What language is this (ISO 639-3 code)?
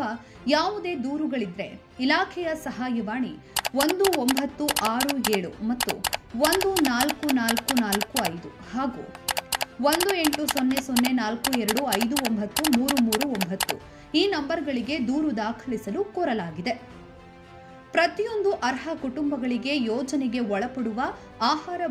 kan